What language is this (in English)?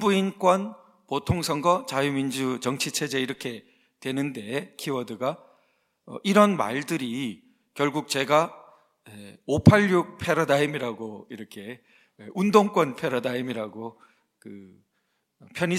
Korean